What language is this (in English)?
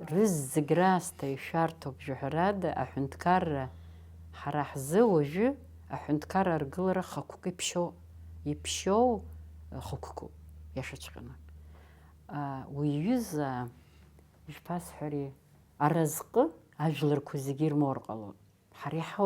Abkhazian